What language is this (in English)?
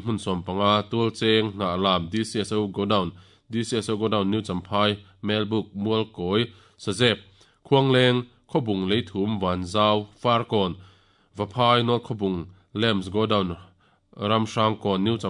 Mizo